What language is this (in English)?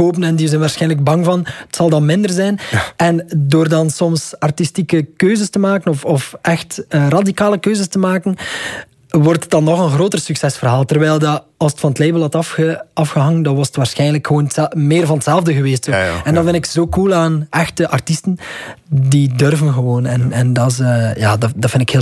Dutch